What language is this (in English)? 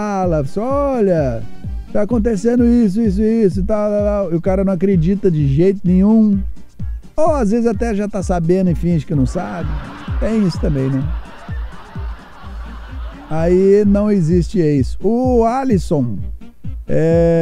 Portuguese